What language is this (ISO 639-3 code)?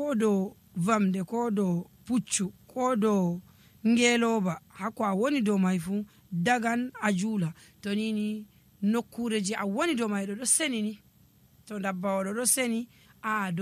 fuv